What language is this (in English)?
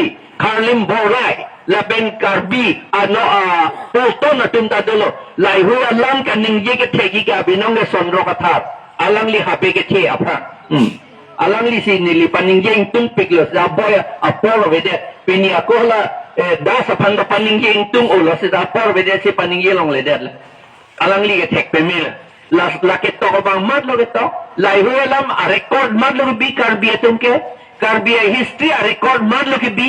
Karbi